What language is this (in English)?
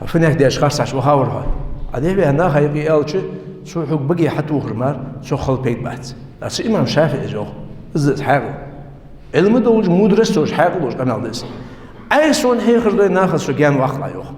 Ingush